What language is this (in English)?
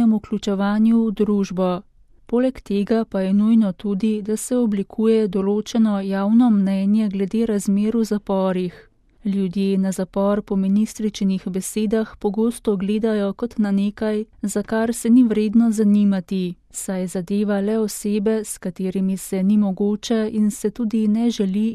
Slovenian